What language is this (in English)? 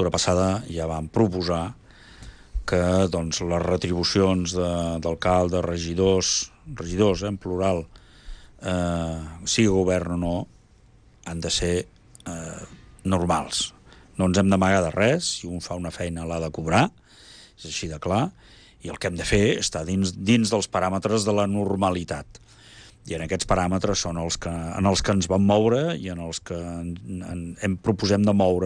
Catalan